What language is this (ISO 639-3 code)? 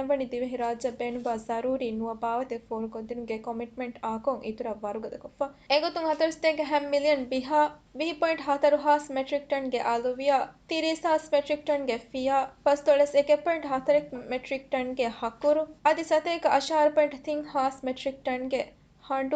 div